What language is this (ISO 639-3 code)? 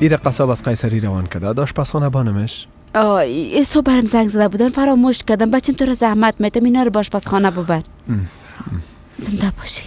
fas